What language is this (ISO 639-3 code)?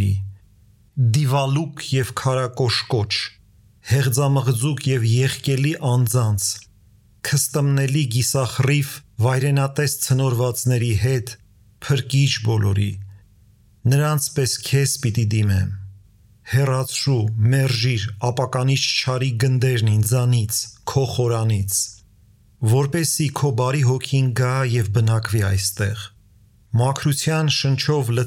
hye